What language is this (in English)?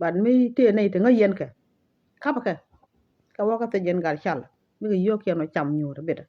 Nuer